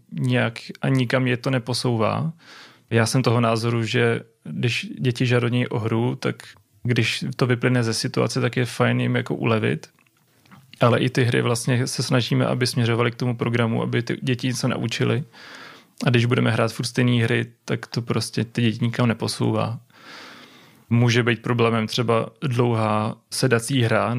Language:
Czech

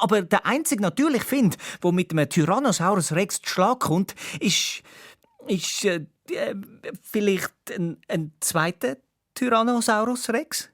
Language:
Swiss German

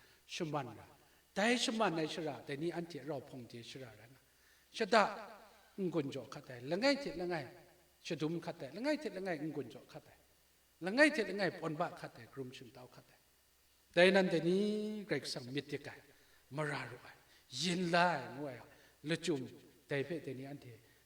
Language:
Kachin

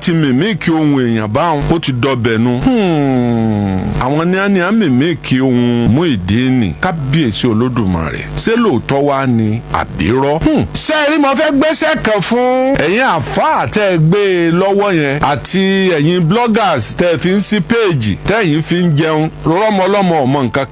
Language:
Yoruba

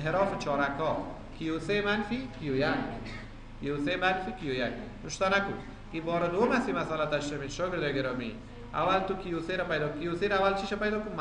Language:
Persian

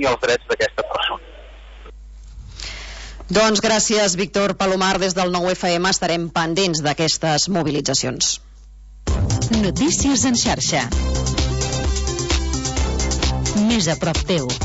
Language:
Catalan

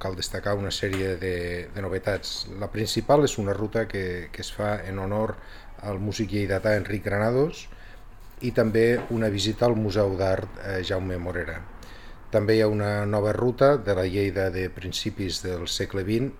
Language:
Catalan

